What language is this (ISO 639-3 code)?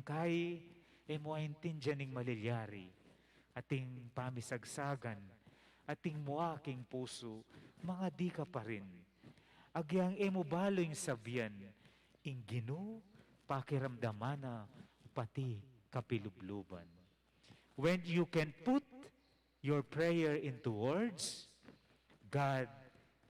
pam